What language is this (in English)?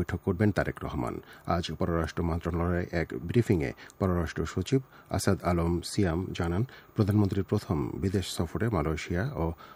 Bangla